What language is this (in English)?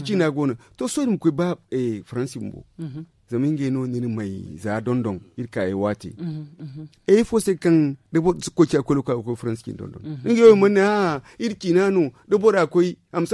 Zarma